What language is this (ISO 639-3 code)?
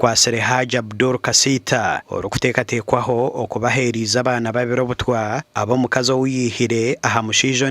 nyn